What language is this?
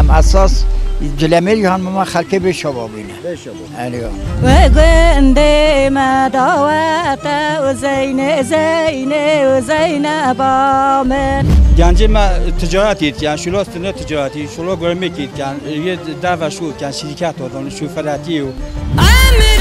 Kurdish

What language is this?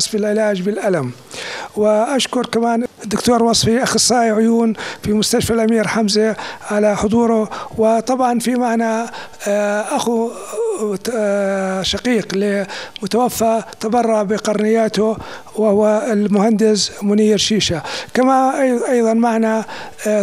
North Levantine Arabic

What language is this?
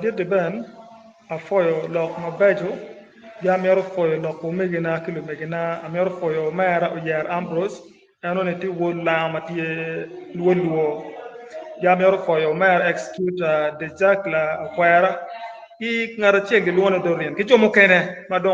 Acoli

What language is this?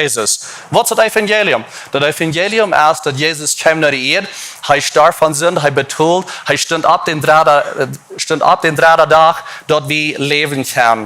Plautdietsch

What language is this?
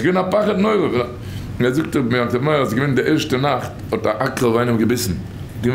Yiddish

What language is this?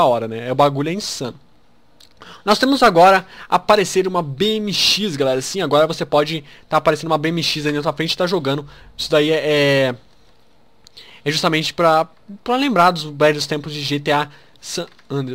Portuguese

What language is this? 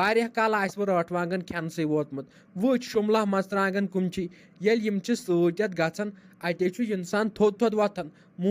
Kashmiri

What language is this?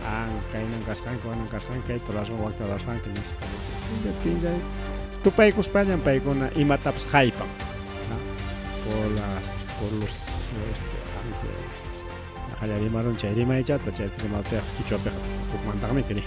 Ayacucho Quechua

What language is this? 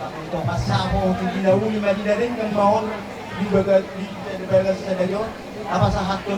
Batak Toba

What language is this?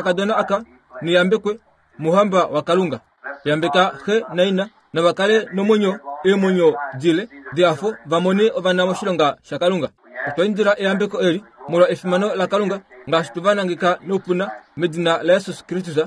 Kuanyama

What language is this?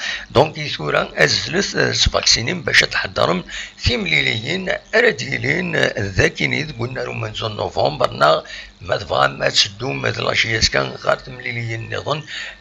Kabyle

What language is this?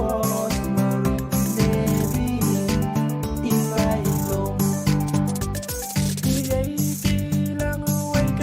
Pohnpeian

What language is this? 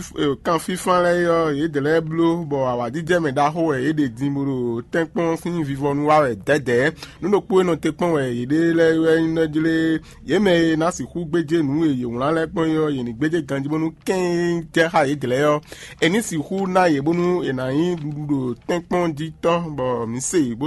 Fon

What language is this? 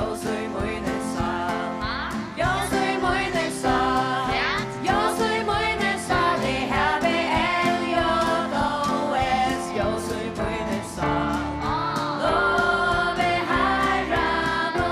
Faroese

